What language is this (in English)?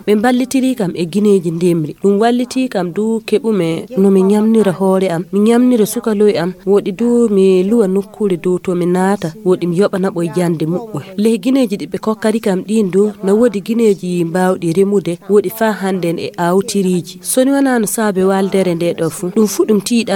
Fula